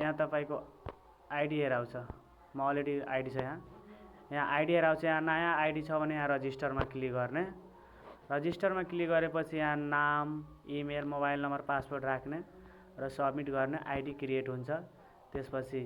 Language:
Nepali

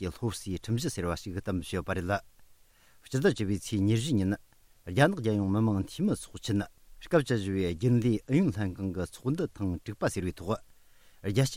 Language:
Tibetan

